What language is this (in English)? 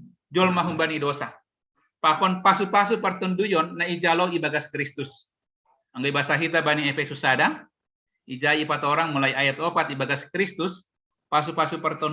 Batak Simalungun